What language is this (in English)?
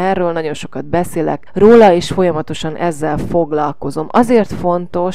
Hungarian